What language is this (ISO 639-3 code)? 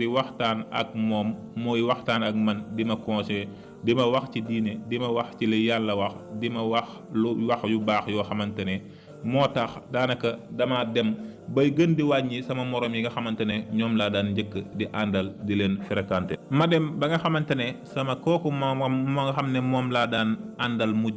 wol